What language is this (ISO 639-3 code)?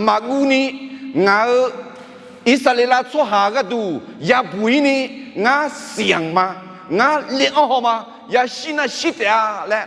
ahk